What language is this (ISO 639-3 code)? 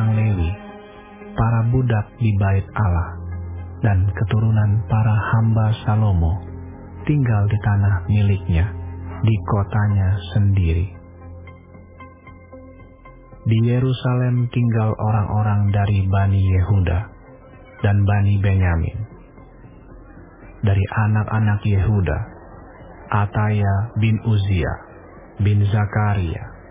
ind